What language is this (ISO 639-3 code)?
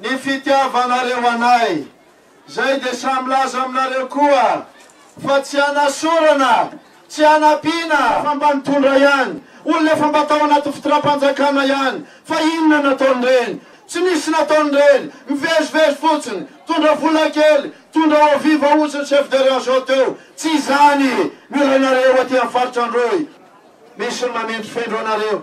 mlg